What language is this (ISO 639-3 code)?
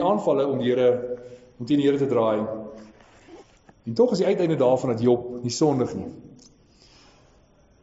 afr